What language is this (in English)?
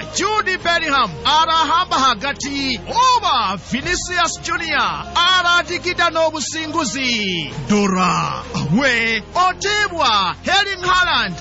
Nyoro